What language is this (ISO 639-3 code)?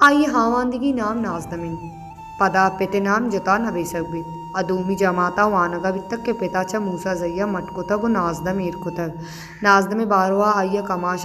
bal